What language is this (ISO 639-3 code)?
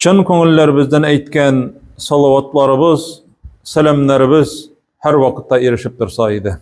tat